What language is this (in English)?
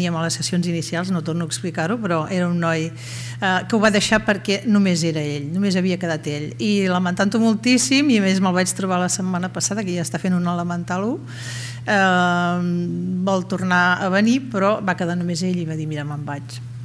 Catalan